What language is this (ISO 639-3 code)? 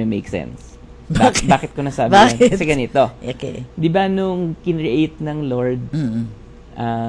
fil